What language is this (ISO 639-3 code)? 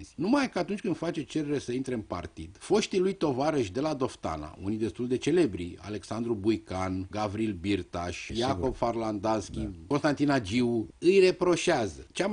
ron